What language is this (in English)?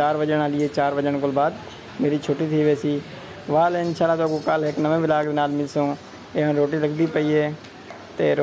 Saraiki